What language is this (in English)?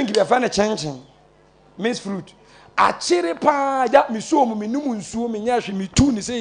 Akan